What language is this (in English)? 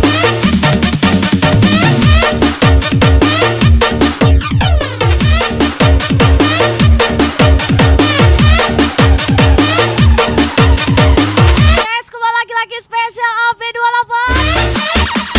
Indonesian